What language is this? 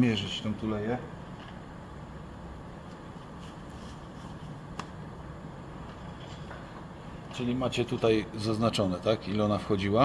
Polish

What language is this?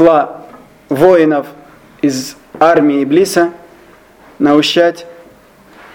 Russian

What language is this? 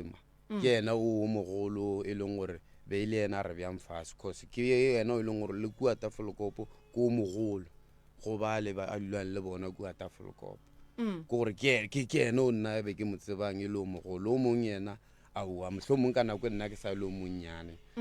Northern Sotho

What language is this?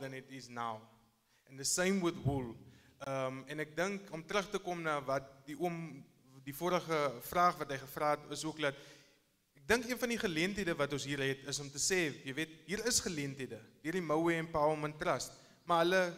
Afrikaans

